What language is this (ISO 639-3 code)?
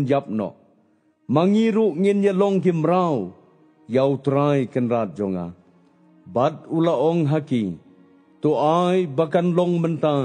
kha